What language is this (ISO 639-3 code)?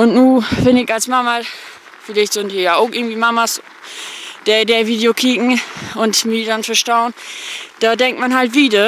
nds